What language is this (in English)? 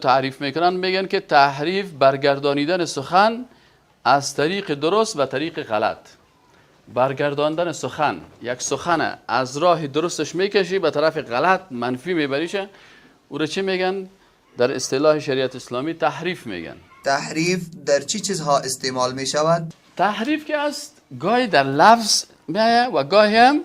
Persian